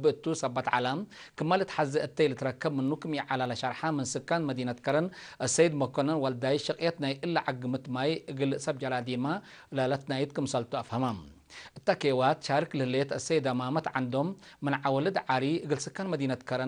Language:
Tigre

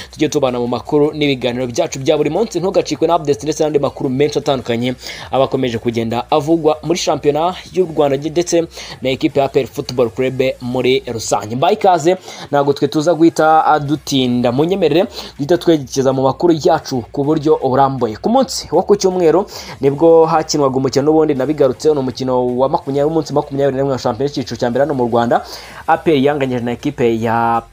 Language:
Kinyarwanda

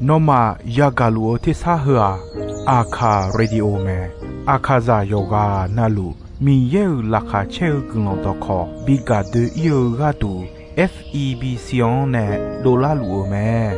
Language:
Akha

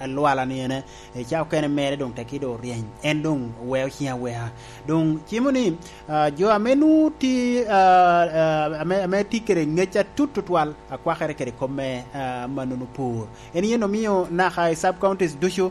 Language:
Lango (Uganda)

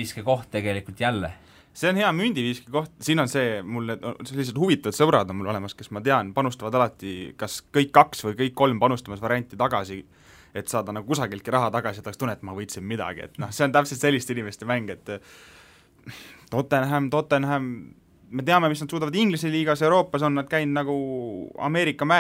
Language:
Estonian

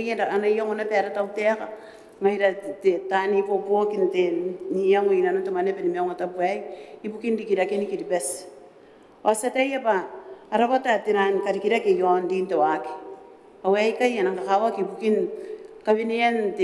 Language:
Gilbertese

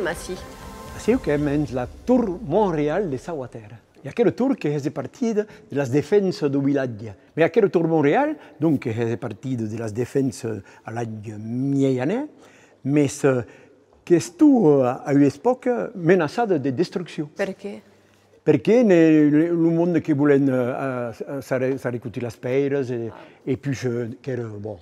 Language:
Occitan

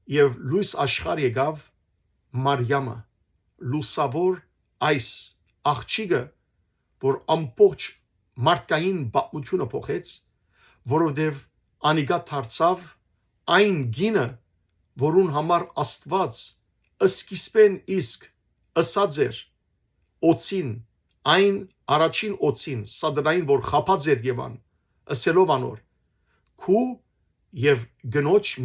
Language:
Western Armenian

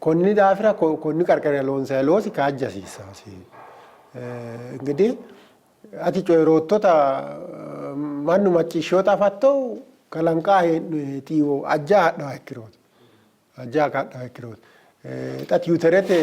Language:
Sidamo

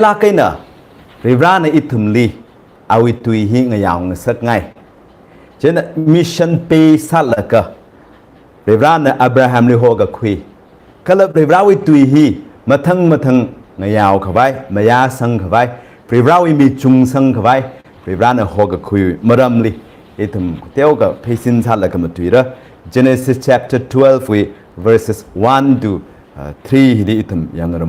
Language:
Tangkhul Naga (India)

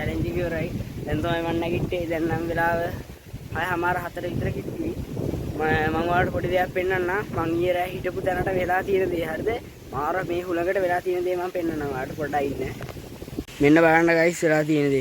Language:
Sinhala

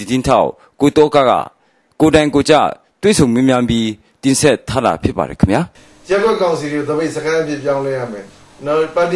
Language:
Burmese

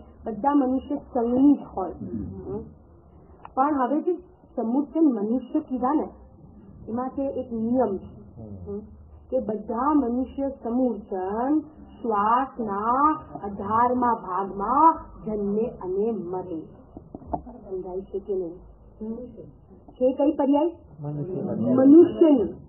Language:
Gujarati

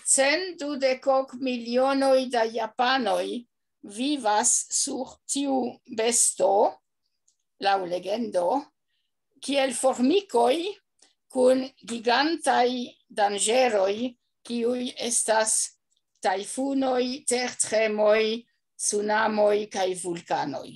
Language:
Esperanto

